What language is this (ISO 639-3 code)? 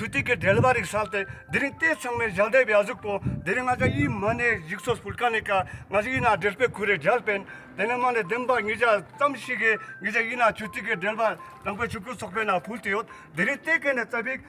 lbj